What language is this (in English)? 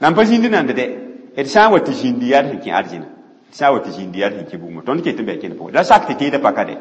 Mossi